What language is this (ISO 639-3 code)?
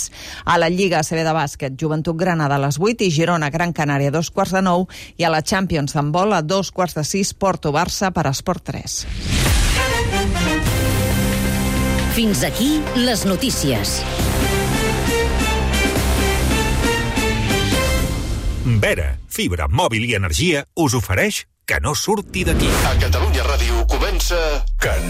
cat